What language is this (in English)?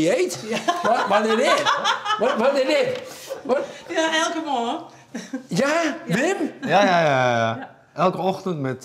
Western Frisian